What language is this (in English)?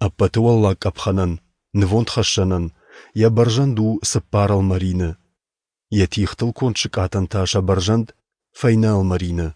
Ossetic